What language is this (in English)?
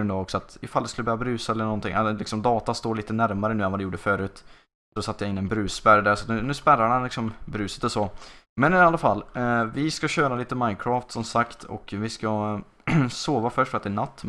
Swedish